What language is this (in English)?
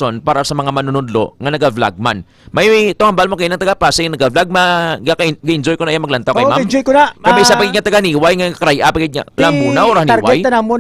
Hiligaynon